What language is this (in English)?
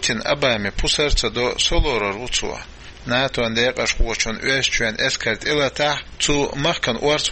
Chechen